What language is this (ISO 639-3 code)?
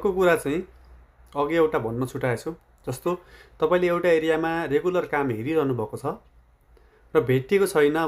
nep